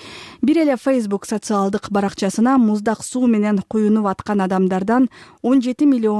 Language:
Kyrgyz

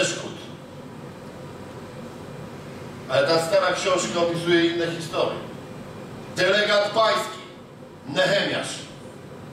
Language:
Polish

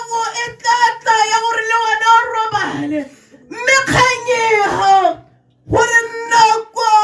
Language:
Tswana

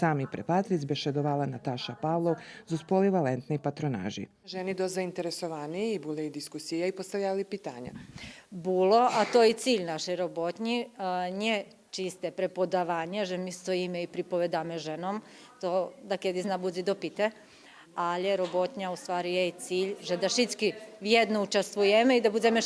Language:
Rusyn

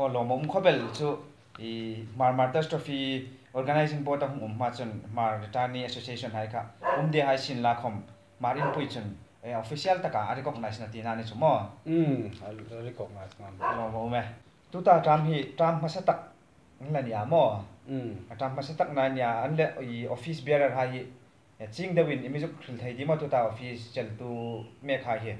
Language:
Hmar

